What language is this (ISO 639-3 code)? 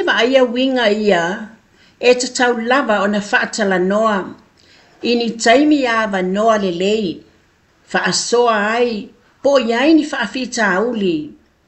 smo